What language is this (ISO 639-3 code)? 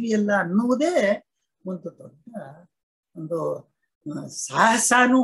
kan